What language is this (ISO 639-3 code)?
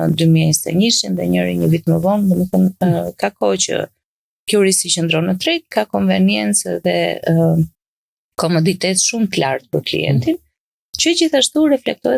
sqi